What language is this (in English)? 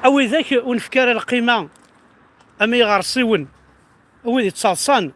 Kabyle